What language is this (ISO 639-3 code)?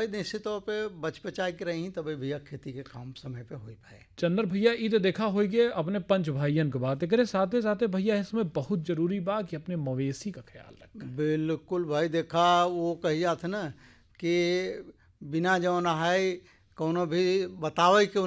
bho